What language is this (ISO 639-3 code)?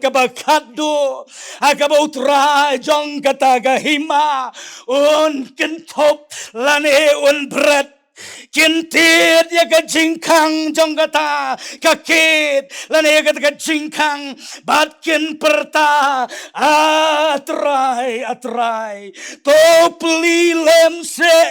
kha